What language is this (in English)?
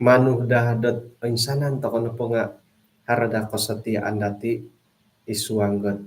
Central Dusun